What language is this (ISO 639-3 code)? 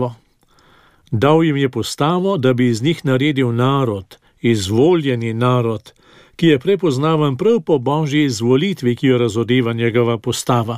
slv